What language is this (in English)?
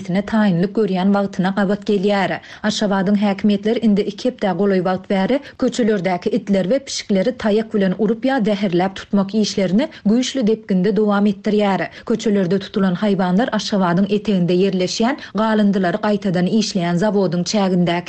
Turkmen